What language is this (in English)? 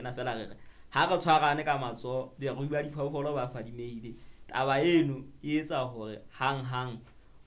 Southern Sotho